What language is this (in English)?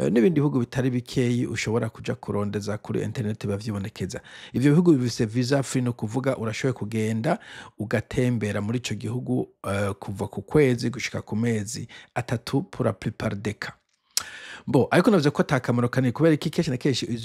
Rundi